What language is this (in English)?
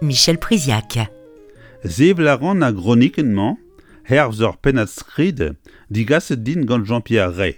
Breton